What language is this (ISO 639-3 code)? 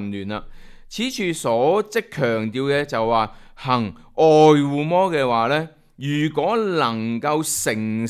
yue